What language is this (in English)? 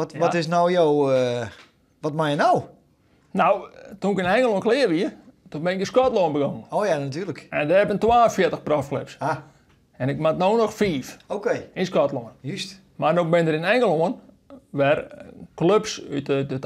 Western Frisian